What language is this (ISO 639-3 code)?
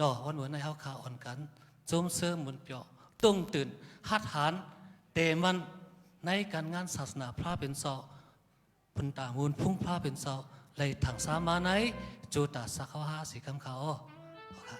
shn